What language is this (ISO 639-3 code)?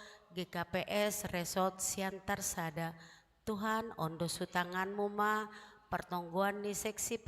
bts